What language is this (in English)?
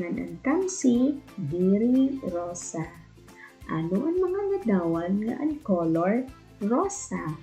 Waray